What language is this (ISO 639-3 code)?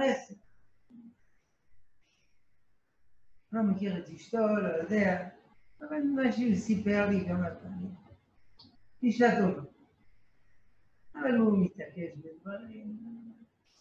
heb